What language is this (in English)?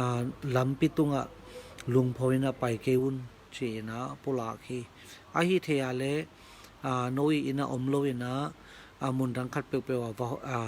Tedim Chin